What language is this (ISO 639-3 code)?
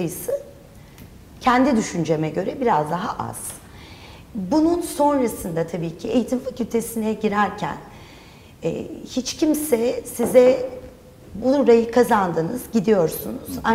tur